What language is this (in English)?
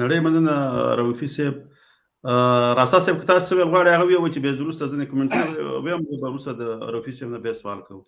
Pashto